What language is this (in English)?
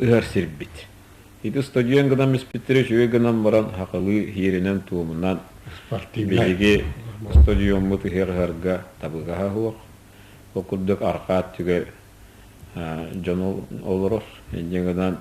Yakut